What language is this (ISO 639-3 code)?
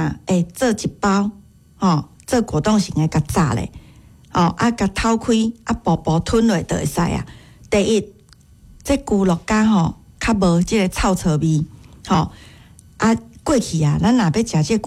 nan